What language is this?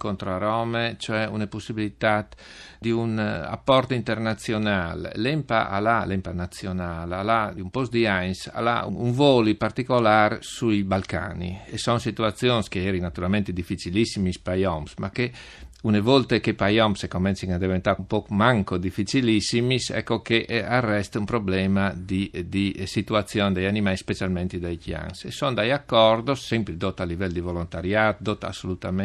Friulian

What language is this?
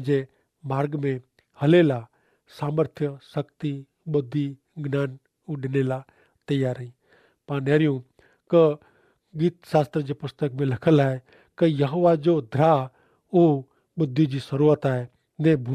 Kachhi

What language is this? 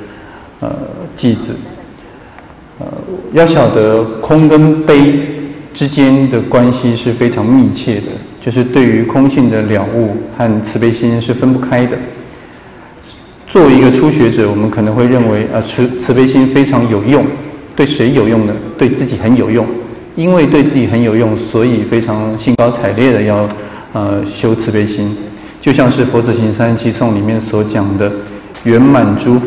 Chinese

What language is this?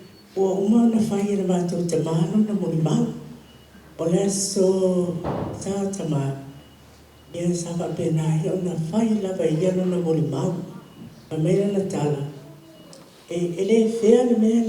Samoan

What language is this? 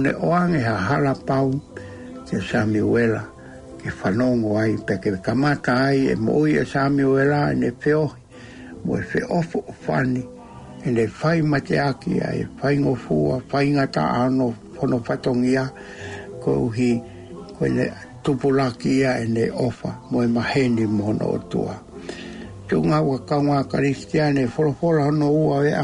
Tongan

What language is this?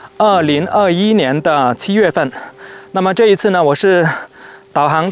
Chinese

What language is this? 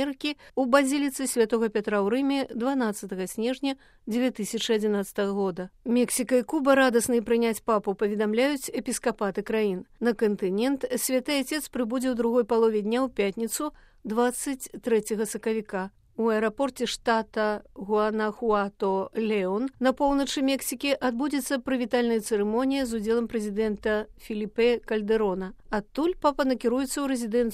Belarusian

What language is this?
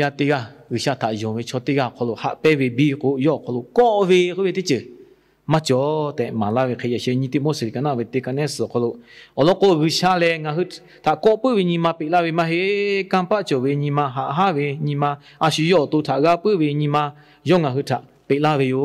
Lahu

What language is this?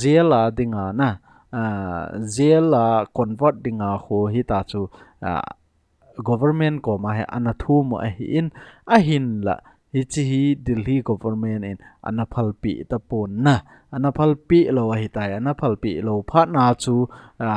Thado Chin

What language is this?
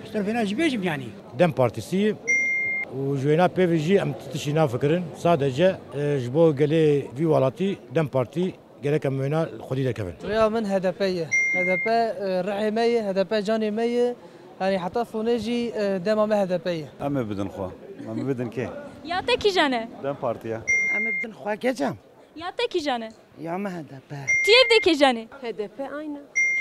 Kurdish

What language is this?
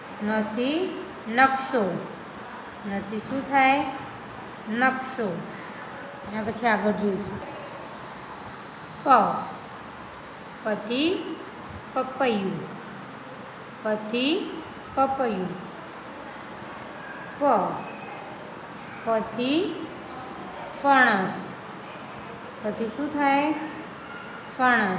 Gujarati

